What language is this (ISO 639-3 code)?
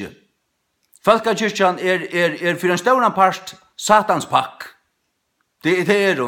fao